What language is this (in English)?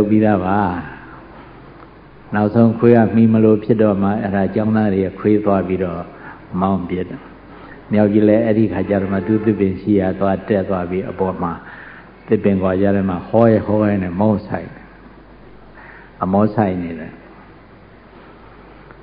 Burmese